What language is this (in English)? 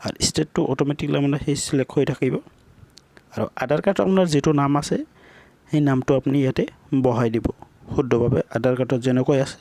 Assamese